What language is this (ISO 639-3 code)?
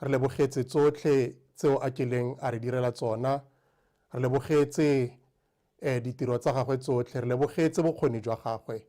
tsn